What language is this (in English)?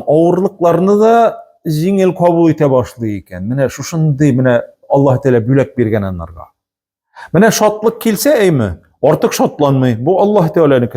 Tatar